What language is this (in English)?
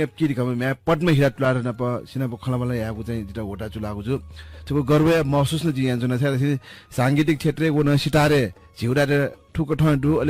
Newari